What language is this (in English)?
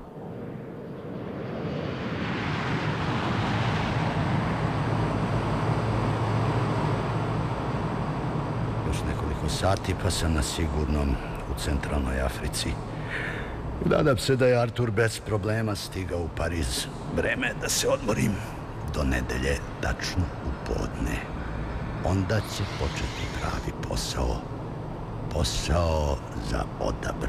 Serbian